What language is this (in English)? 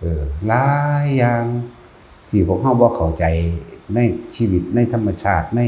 Northeastern Thai